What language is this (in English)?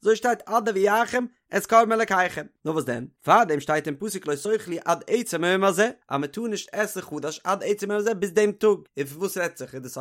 Yiddish